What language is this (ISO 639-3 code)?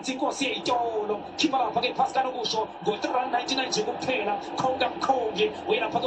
zul